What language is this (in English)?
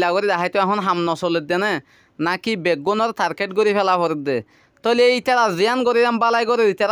Rohingya